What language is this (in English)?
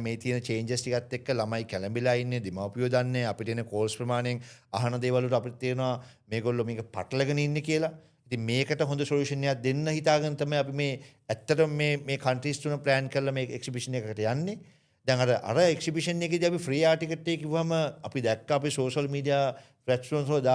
Sinhala